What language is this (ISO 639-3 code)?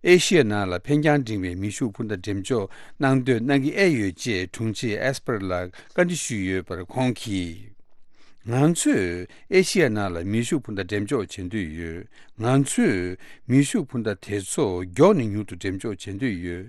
bod